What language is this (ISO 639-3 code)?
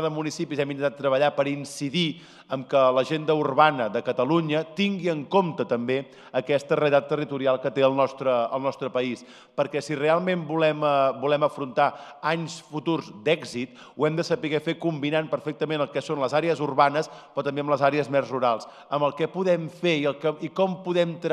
cat